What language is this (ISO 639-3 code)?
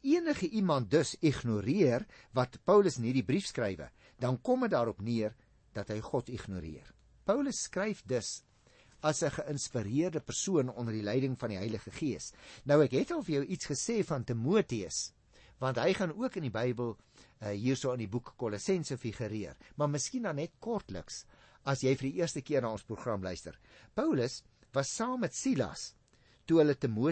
afr